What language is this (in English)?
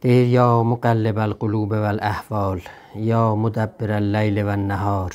South Azerbaijani